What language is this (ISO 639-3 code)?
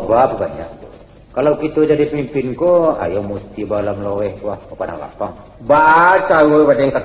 min